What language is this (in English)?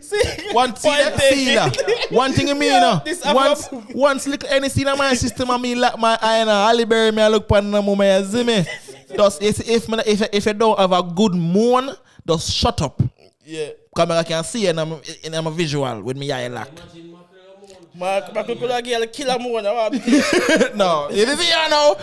Jamaican Creole English